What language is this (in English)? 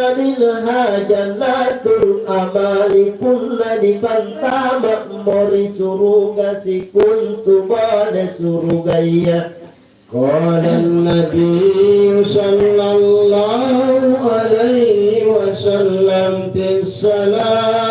Makasar